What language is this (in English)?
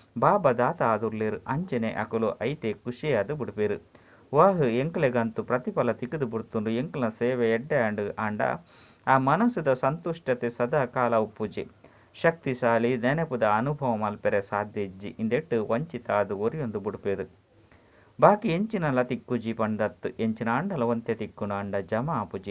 Tulu